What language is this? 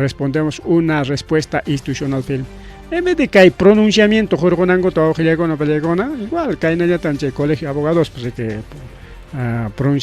Ayacucho Quechua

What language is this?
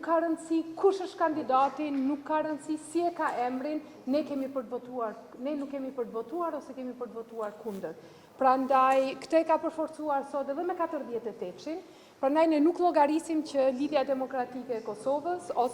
Albanian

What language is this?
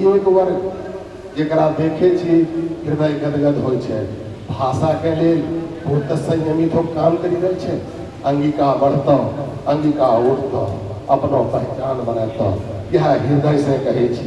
Angika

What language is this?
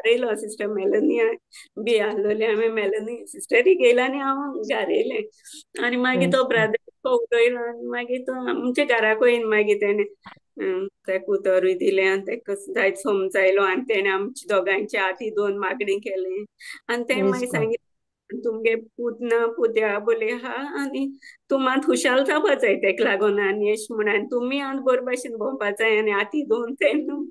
Konkani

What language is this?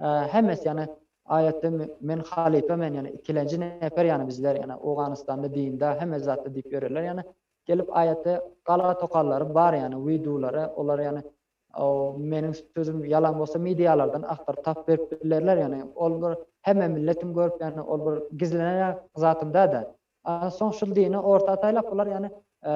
Turkmen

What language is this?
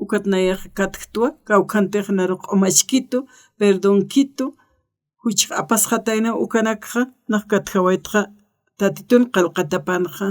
Aymara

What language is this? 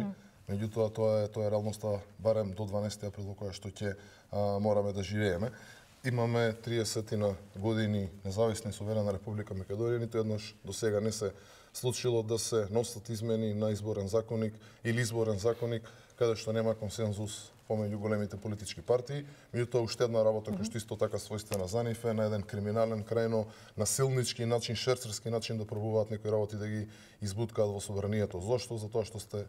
Macedonian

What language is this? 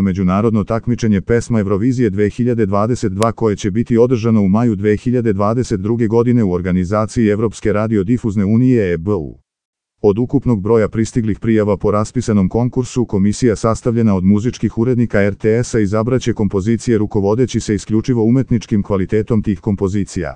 Serbian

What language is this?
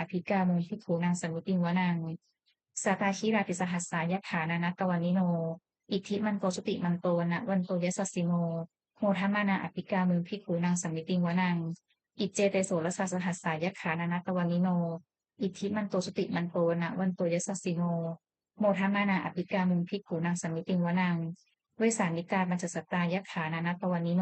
Pali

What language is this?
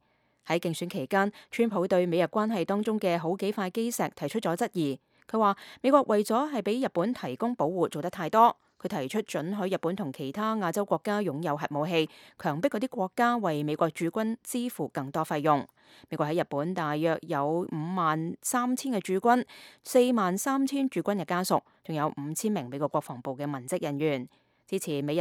Cantonese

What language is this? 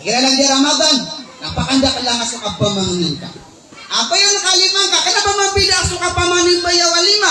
Maranao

